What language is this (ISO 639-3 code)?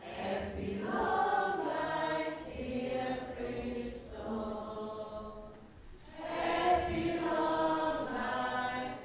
ton